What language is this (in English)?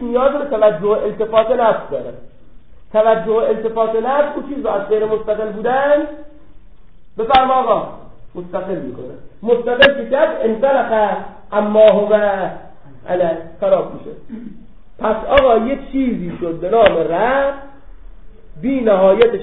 Persian